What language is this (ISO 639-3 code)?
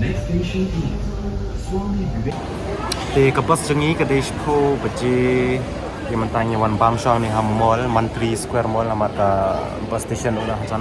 kha